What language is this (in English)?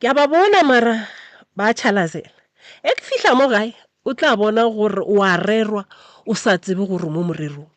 Northern Sotho